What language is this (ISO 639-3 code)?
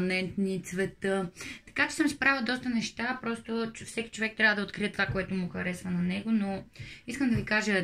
bul